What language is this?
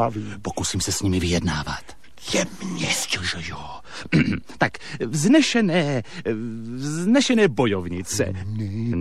Czech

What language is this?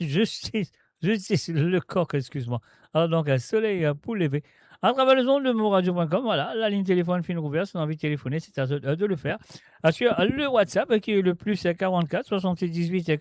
Morisyen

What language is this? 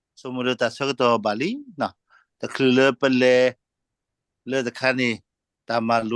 S'gaw Karen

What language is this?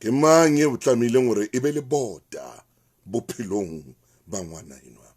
Southern Sotho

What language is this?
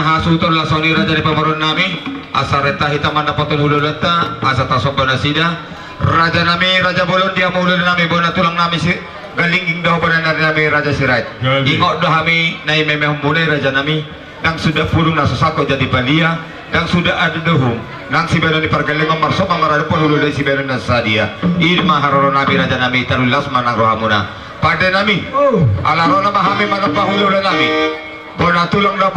Batak Toba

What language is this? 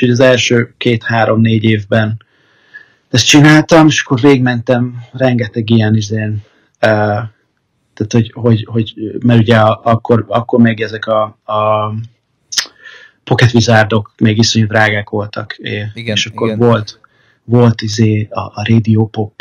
Hungarian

